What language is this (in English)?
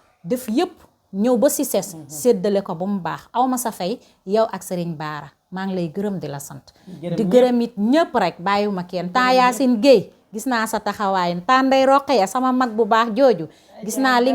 Wolof